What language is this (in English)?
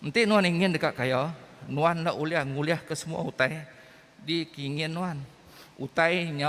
Iban